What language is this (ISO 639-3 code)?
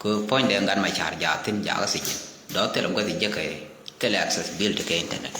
nus